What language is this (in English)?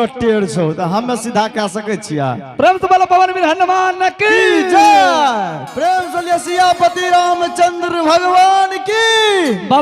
Angika